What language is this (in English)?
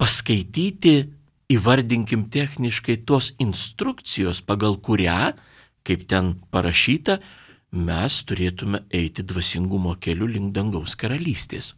Lithuanian